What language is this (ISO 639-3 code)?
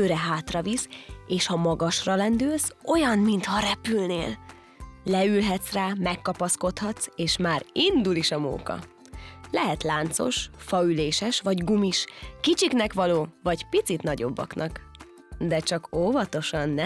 hun